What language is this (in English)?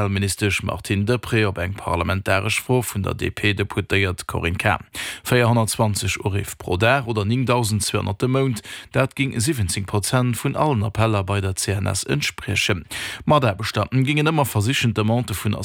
Luxembourgish